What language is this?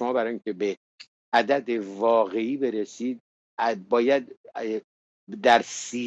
Persian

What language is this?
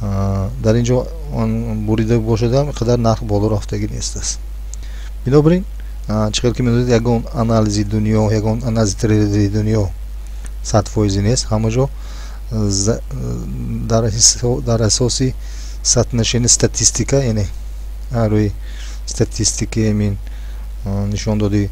Tajik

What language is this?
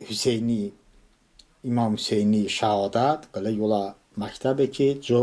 Talysh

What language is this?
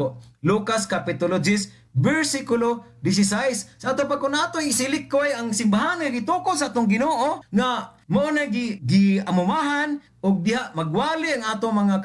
Cebuano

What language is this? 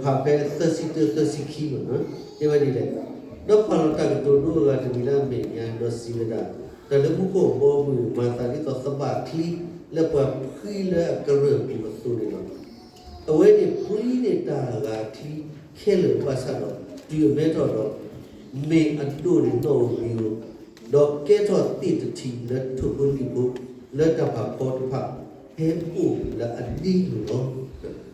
S'gaw Karen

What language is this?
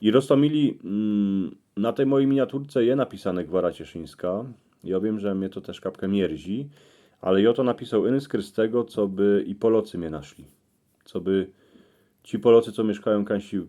Silesian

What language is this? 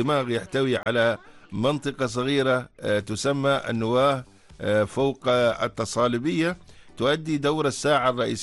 Arabic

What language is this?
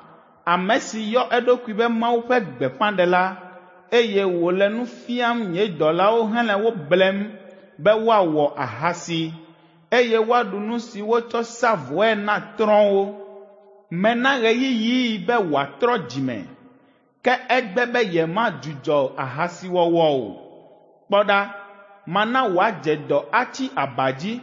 Ewe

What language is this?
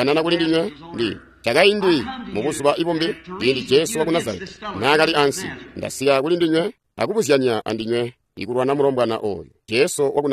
Tonga (Zambia)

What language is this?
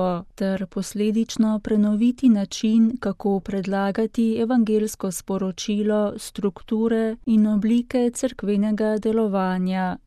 Slovenian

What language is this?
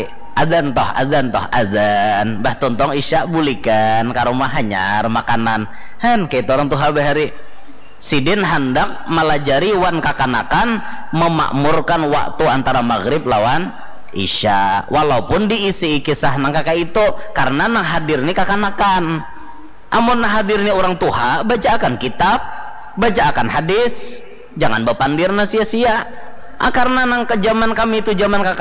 Banjar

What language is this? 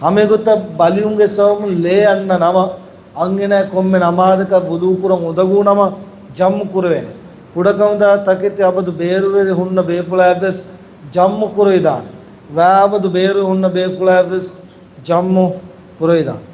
Divehi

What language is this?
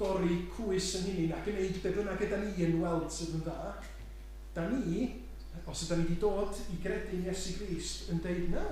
Welsh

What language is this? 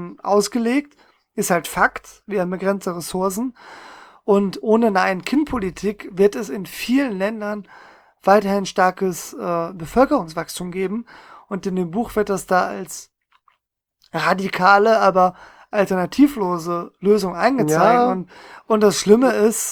German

